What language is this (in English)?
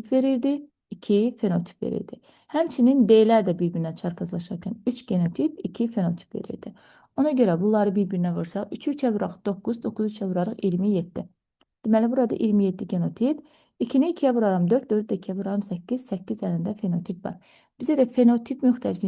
Azerbaijani